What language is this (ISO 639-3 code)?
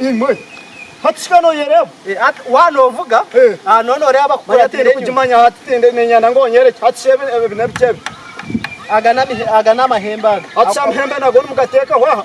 nyn